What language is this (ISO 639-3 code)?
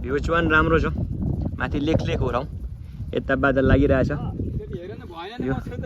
nep